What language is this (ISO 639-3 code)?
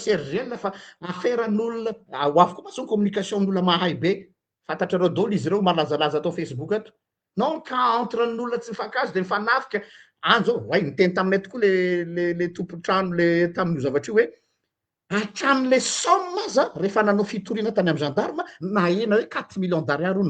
mlg